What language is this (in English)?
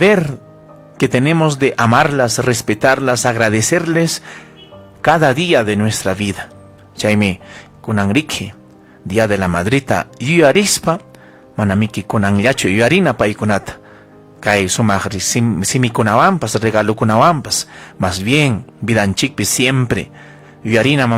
Ayacucho Quechua